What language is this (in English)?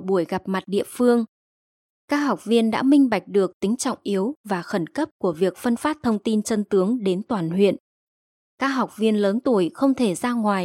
Vietnamese